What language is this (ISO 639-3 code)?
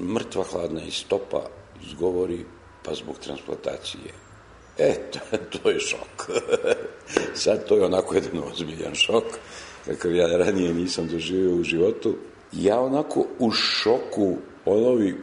srp